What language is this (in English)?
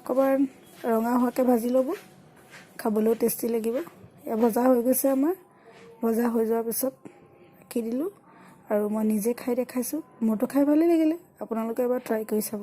Assamese